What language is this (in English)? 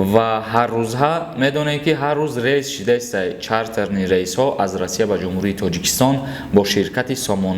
Tajik